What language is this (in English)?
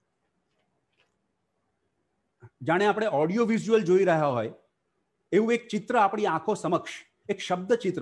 Gujarati